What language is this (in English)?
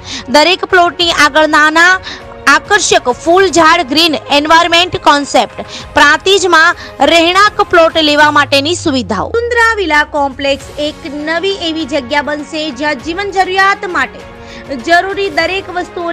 Gujarati